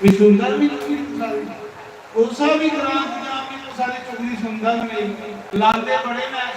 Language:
Dogri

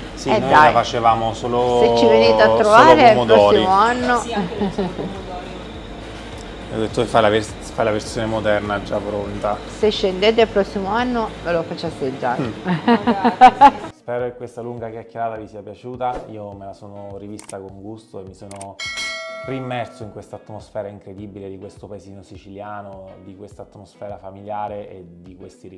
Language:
Italian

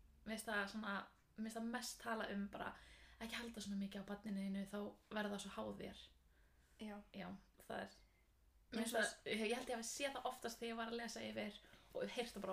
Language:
Icelandic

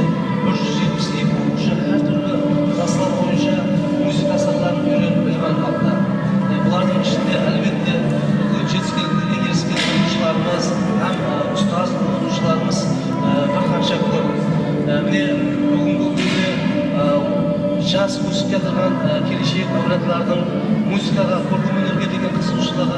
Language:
Kara-Kalpak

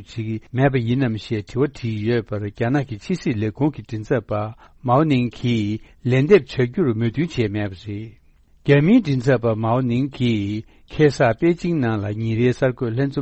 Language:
Tibetan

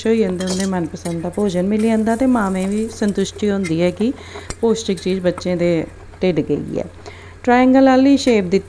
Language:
Dogri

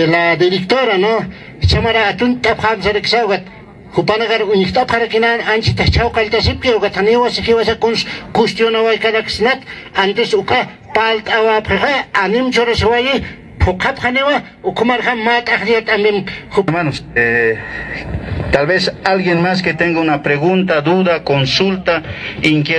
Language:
Aymara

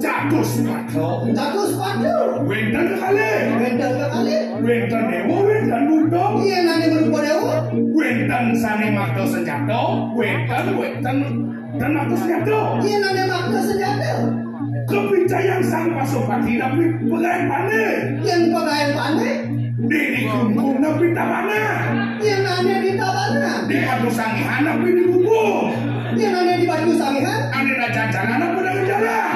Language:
Balinese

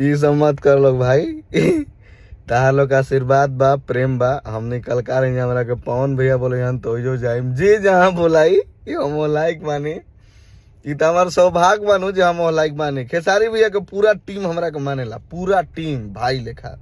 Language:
Bhojpuri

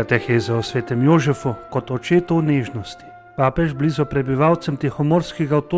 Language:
Slovenian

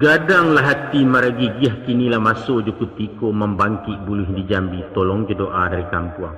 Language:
Minangkabau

